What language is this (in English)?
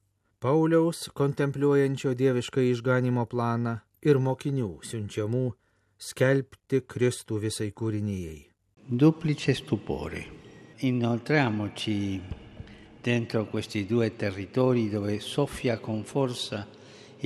Lithuanian